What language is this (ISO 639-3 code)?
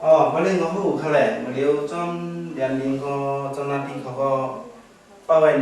shn